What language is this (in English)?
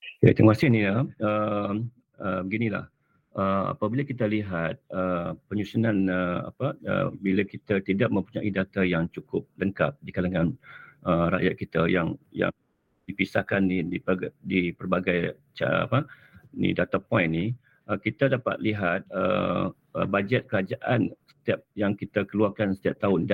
Malay